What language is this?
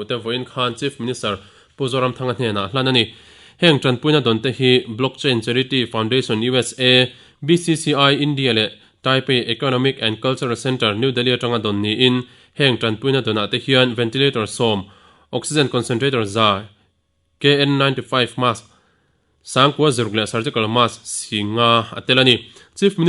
Mizo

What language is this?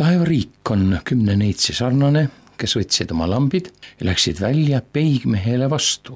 Estonian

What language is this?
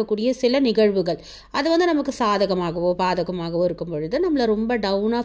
Tamil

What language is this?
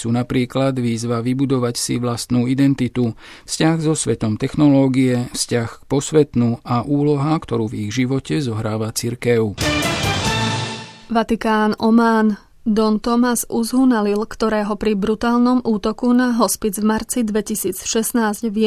Slovak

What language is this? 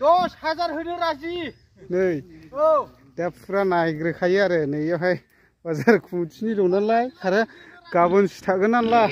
Bodo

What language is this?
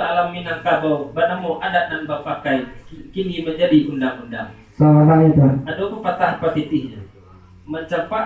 Minangkabau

